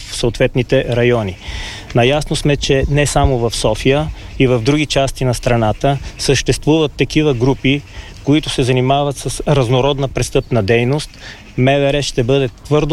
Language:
Bulgarian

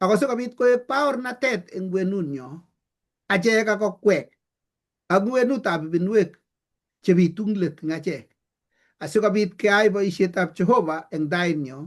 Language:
Kalenjin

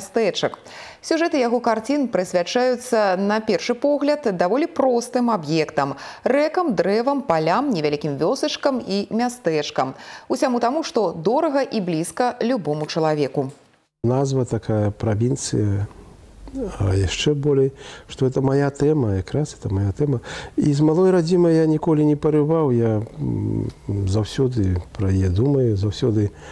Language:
Belarusian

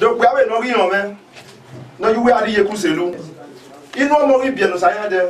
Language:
Bini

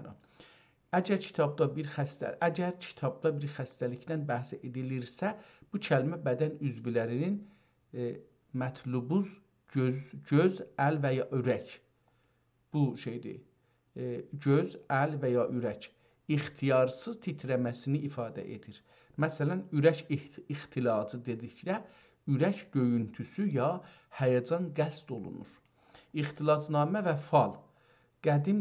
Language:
South Azerbaijani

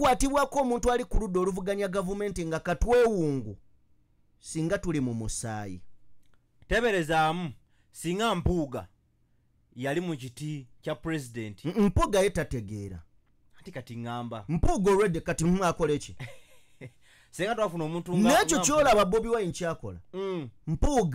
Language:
Ganda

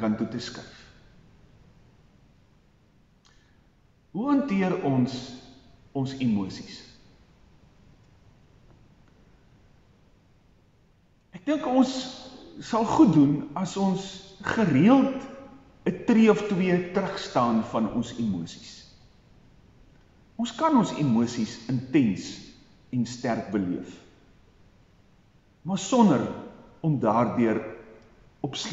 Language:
Afrikaans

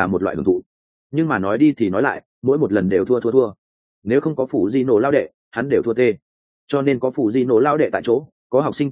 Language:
Vietnamese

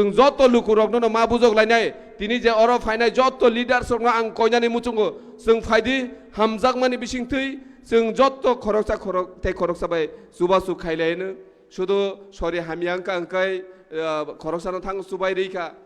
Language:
Kok Borok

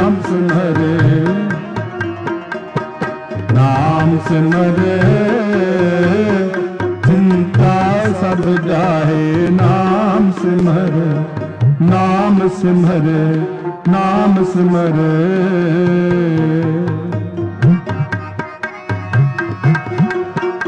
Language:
Punjabi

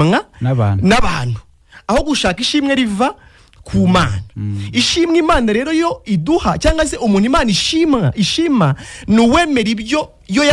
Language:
Kinyarwanda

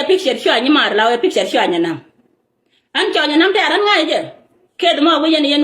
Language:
Nuer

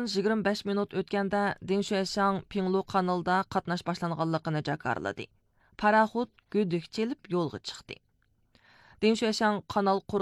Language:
Uyghur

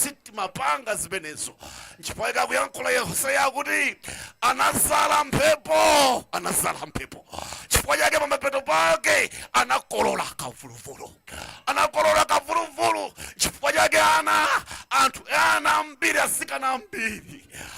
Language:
Nyanja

